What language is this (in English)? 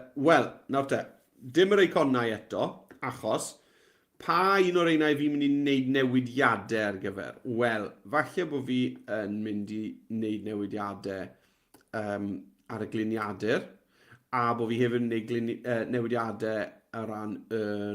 Welsh